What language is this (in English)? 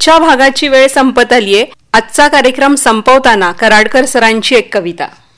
Marathi